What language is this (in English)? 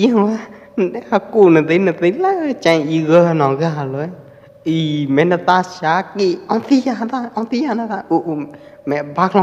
Pwo Eastern Karen